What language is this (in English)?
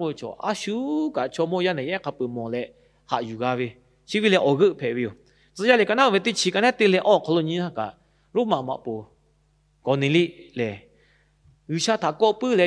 Lahu